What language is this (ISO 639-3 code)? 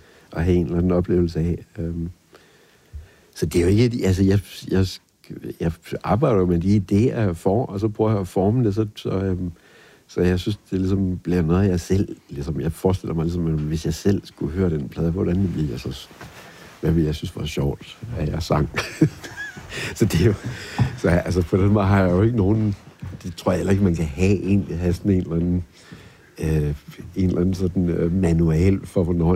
dan